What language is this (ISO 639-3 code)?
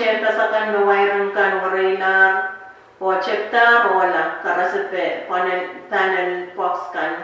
pon